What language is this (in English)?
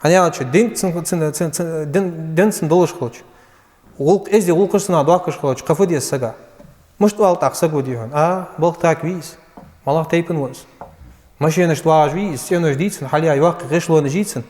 Ingush